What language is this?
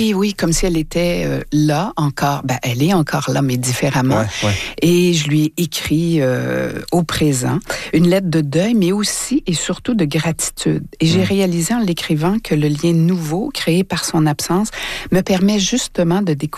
French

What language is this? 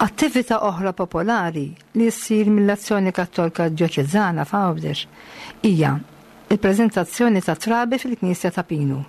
Maltese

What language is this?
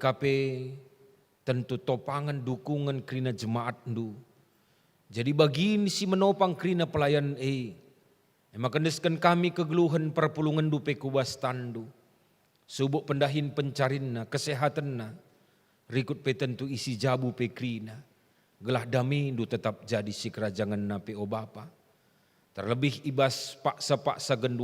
Batak Karo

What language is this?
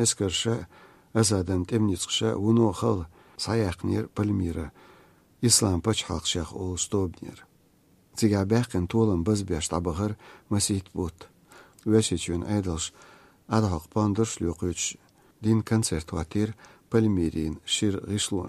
Chechen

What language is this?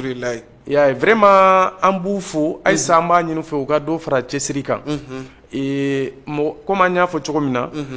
Bambara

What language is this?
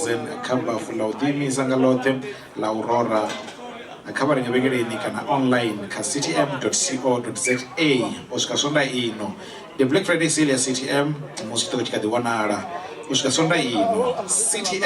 Venda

